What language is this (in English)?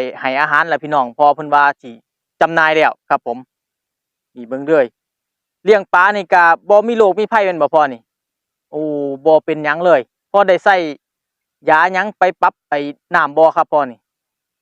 Northeastern Thai